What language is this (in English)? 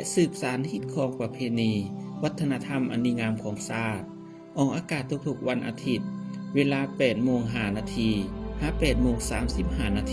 Lao